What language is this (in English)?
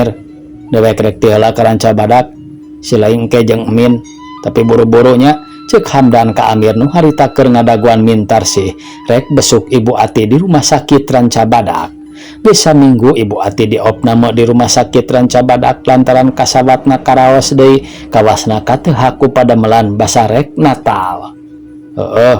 Sundanese